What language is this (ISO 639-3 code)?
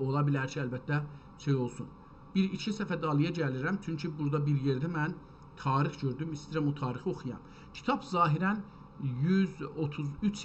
azb